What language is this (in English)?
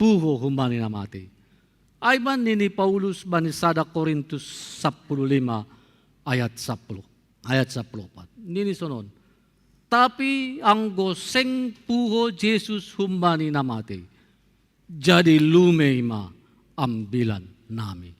Batak Simalungun